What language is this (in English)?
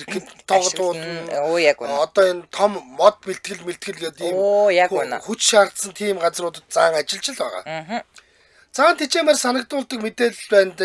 Mongolian